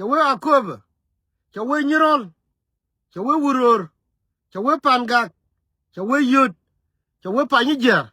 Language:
Nuer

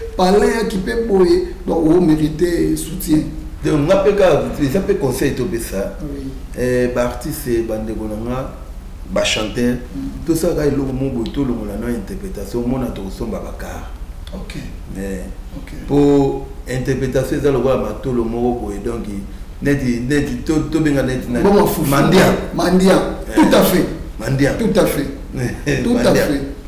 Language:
Lingala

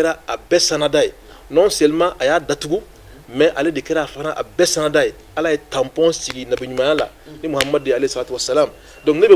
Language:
Bambara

